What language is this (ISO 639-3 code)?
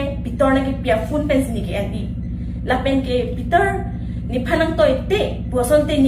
mjw